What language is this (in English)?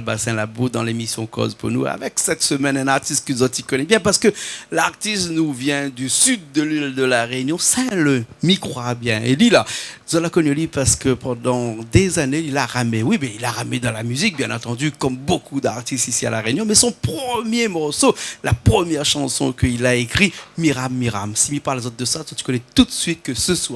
Réunion Creole French